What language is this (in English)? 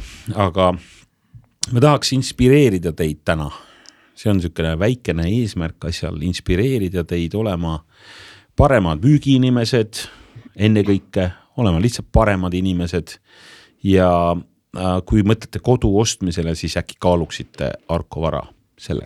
Estonian